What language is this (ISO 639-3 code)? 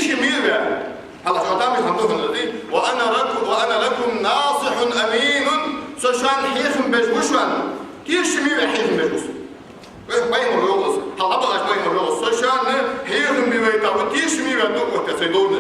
inh